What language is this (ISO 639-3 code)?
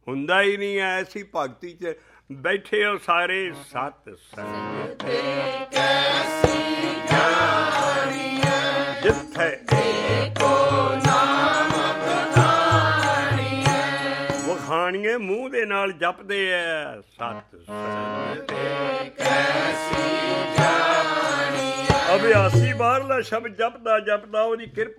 pan